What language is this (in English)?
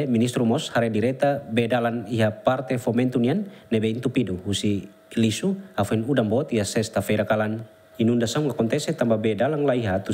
Tetum